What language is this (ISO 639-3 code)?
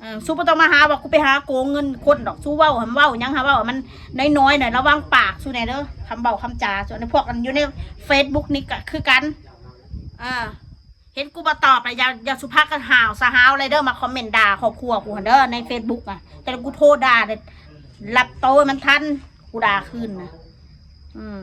tts